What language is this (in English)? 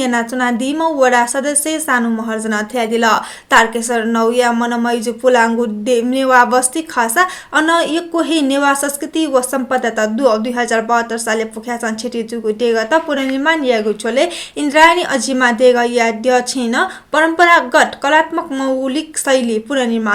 Newari